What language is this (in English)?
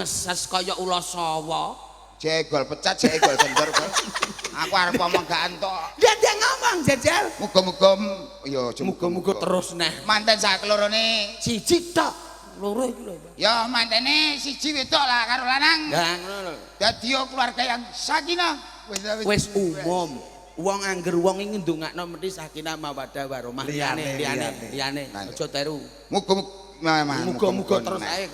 Javanese